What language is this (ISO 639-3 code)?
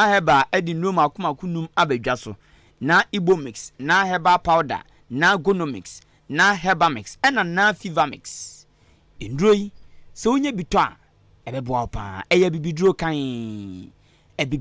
aka